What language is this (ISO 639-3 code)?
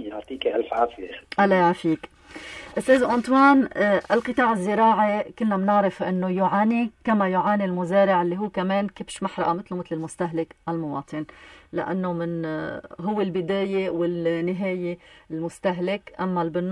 apc